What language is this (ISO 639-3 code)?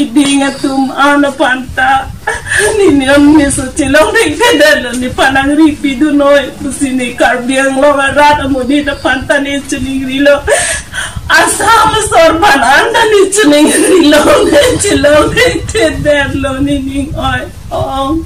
mjw